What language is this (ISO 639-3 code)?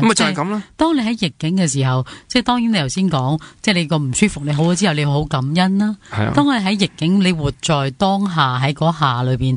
yue